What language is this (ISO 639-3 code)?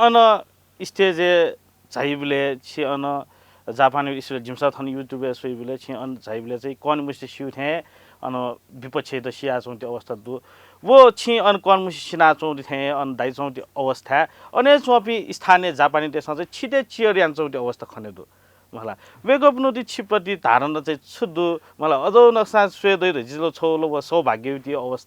new